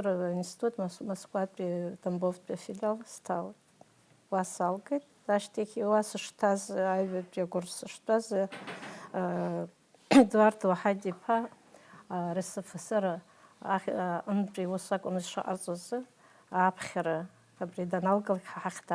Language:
Abkhazian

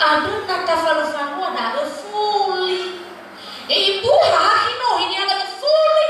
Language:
Nias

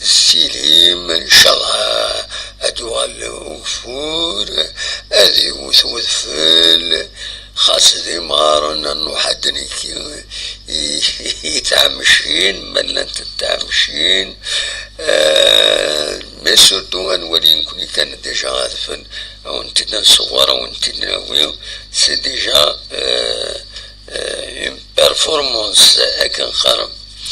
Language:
Kabyle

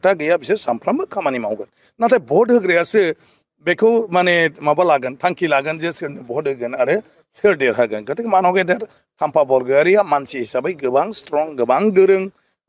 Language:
Bodo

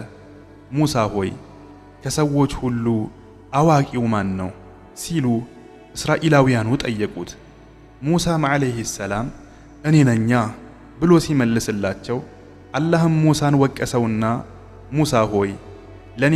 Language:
Amharic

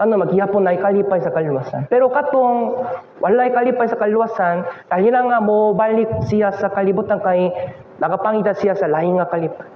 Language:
Cebuano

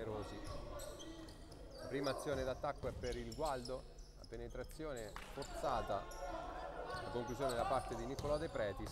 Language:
Italian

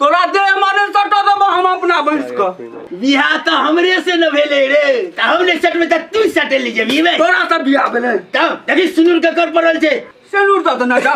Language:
Maithili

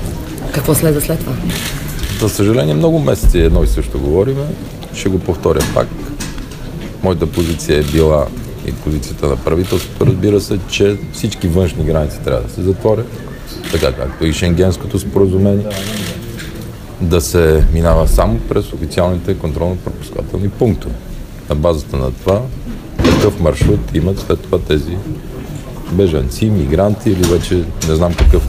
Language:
Bulgarian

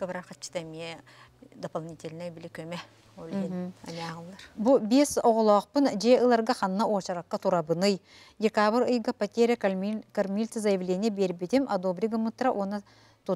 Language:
Yakut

